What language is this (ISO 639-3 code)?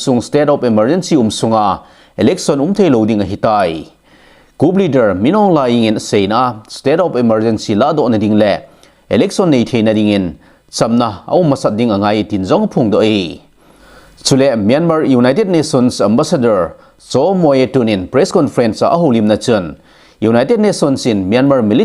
tcz